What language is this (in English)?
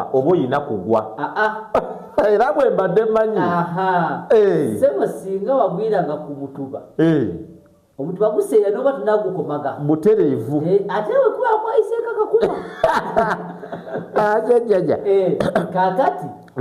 Ganda